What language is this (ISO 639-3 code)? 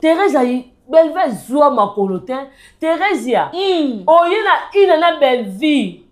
lin